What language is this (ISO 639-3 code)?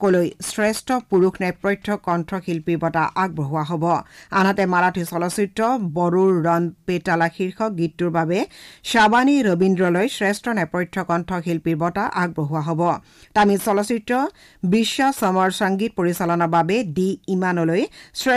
asm